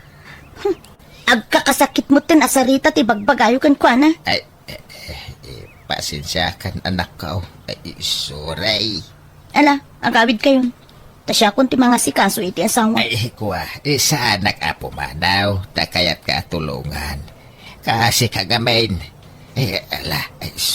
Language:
Iloko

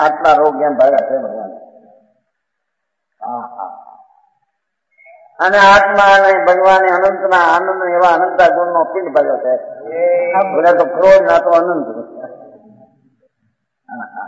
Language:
Gujarati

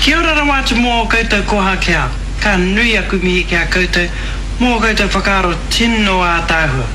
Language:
Māori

